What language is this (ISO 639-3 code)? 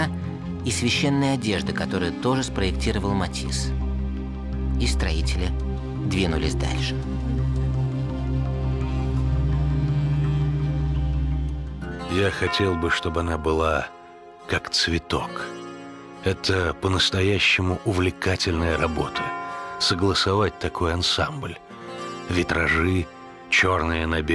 rus